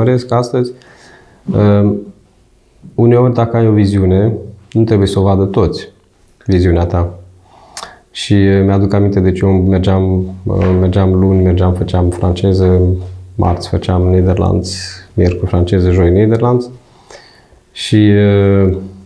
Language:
Romanian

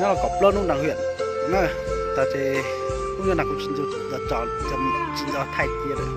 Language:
Hmong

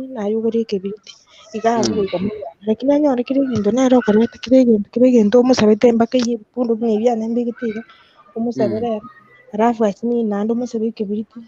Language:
Gusii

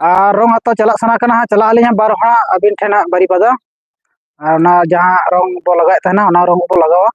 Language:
Santali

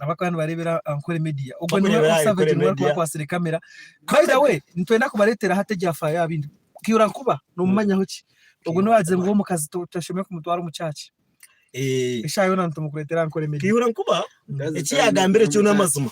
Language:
Nyankole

